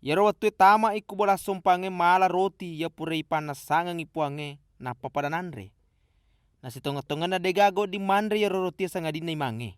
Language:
Buginese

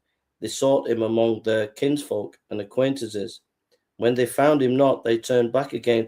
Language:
English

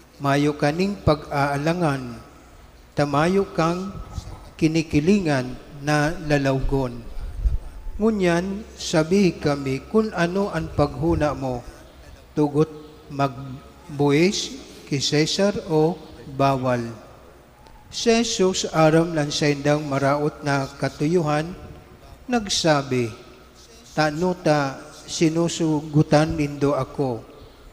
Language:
Bikol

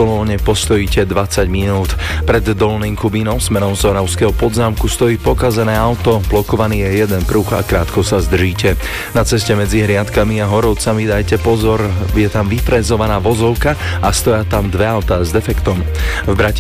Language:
Slovak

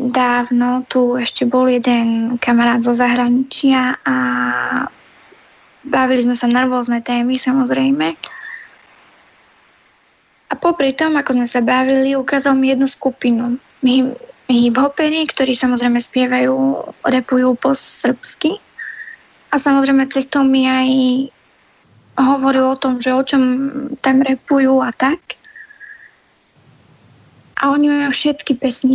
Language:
Slovak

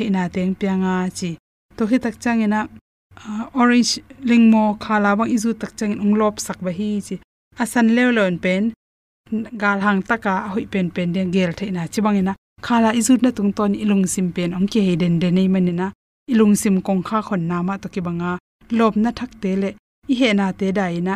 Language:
Tedim Chin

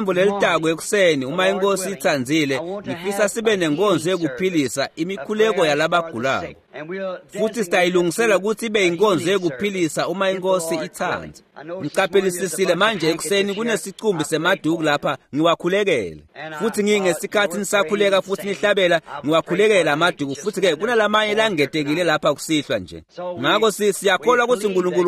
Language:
Swati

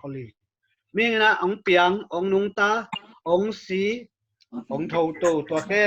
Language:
Tedim Chin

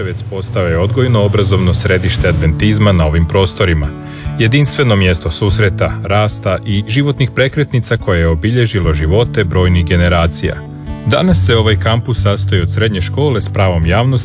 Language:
Croatian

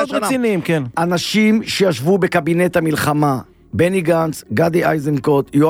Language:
Hebrew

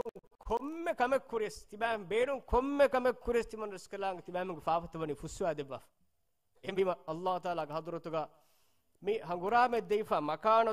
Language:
Divehi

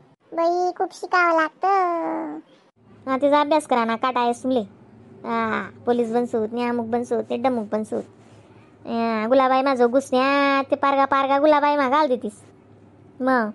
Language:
Khandesi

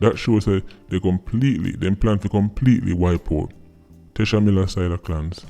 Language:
Jamaican Creole English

